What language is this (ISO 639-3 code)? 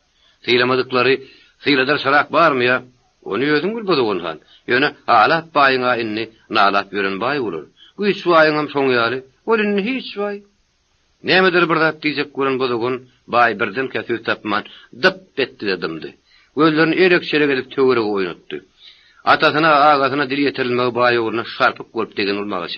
tuk